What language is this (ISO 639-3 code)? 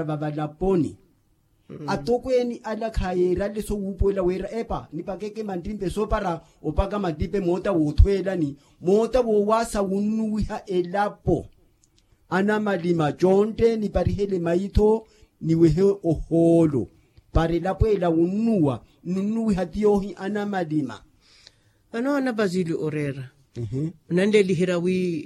vmw